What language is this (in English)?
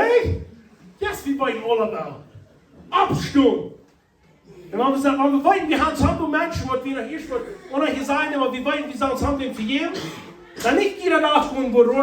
Plautdietsch